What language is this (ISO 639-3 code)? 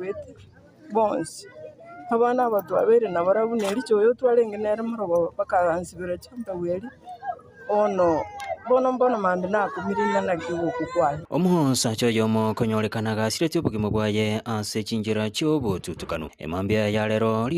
guz